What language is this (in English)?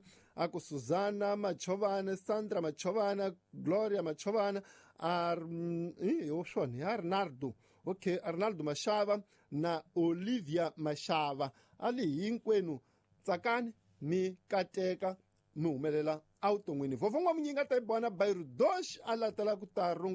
Tsonga